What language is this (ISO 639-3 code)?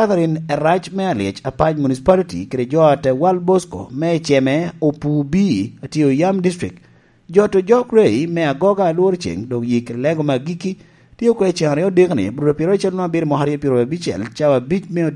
laj